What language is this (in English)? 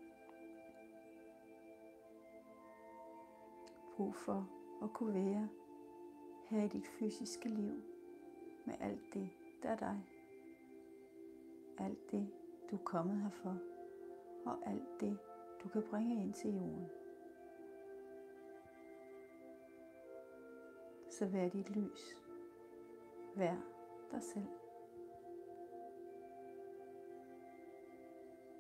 Danish